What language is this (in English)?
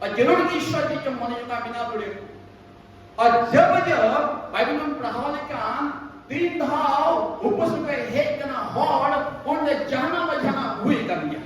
Santali